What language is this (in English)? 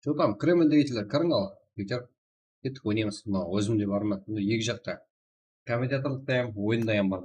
Kara-Kalpak